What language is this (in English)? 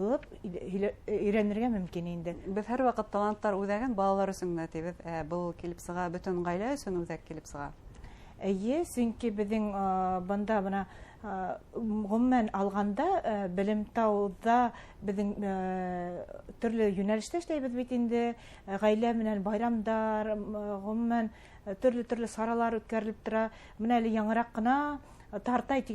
Bashkir